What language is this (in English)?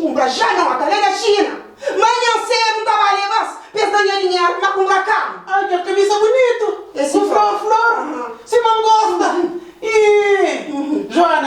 Kabuverdianu